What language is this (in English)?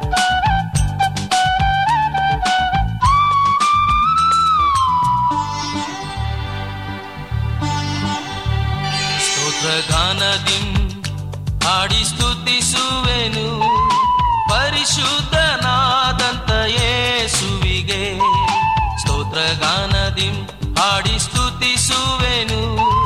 Kannada